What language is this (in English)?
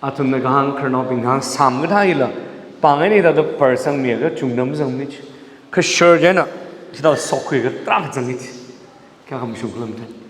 Tangkhul Naga (India)